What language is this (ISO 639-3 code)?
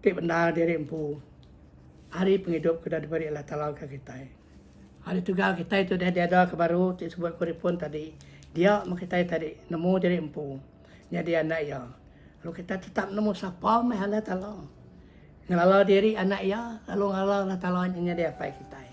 iba